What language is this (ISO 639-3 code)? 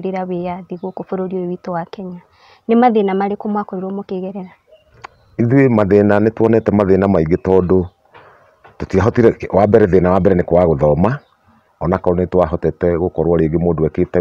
kik